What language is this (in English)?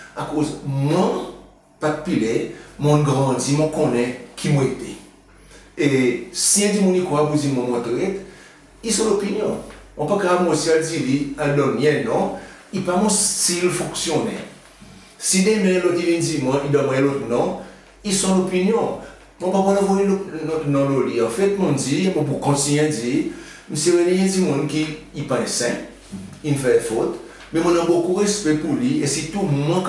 Seselwa Creole French